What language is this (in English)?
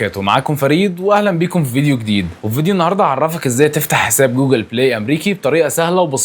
Egyptian Arabic